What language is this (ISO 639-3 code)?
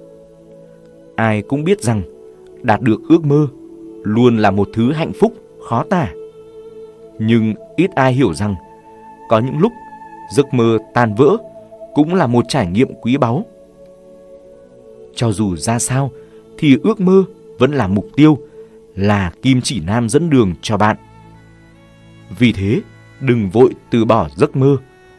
vie